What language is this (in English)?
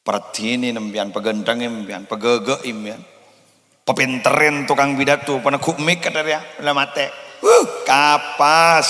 Madurese